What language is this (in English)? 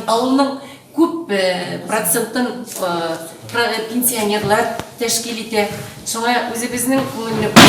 Tatar